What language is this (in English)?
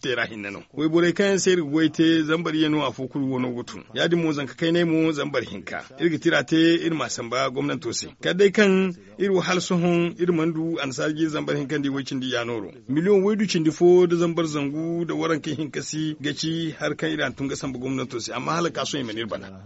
Zarma